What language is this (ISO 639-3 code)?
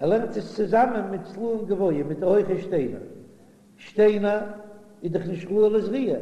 yid